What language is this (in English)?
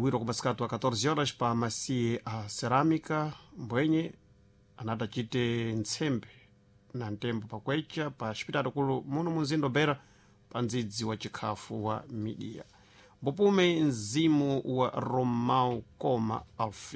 Sena